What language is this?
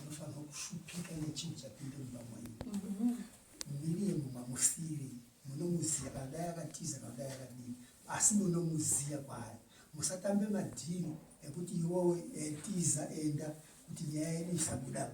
Shona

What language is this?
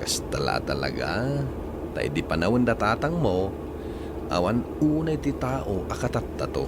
Iloko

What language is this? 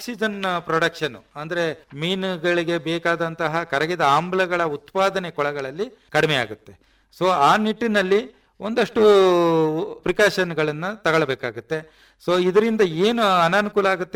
Kannada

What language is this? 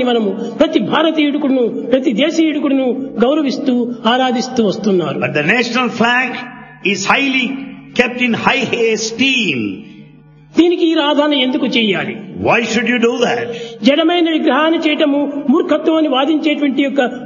Telugu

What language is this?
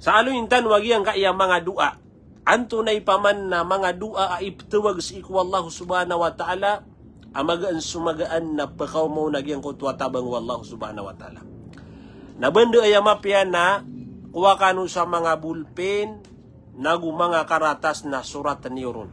Maranao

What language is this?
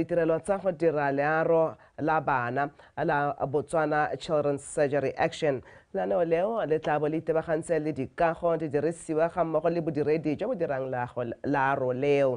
Tswana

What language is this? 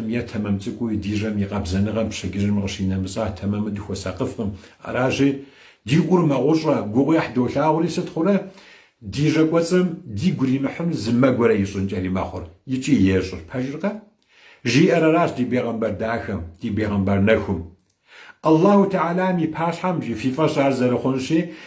Kabardian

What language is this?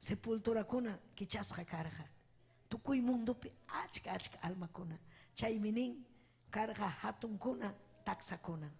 Ayacucho Quechua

